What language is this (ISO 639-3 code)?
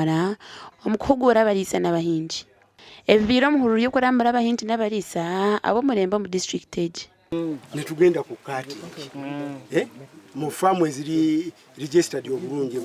nyn